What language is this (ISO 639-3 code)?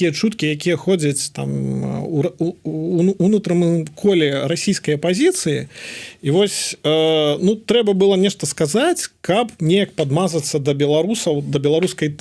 bel